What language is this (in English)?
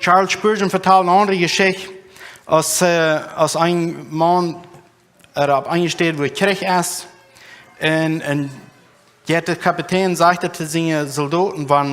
Plautdietsch